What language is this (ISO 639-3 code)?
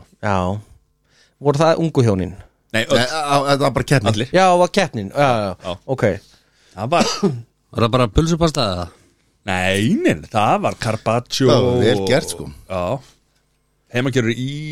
isl